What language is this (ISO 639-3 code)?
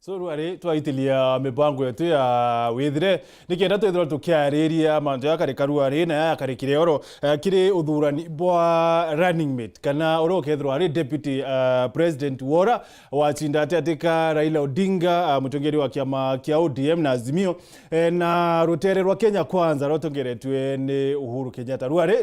mer